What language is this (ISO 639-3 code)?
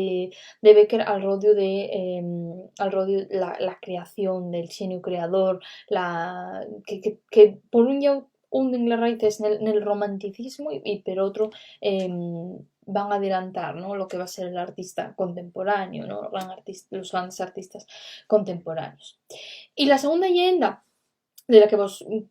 ast